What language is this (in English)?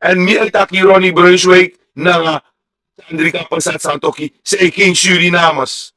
Sranan Tongo